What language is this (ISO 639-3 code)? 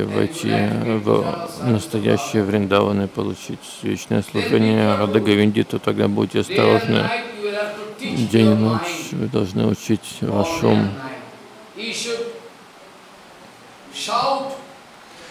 rus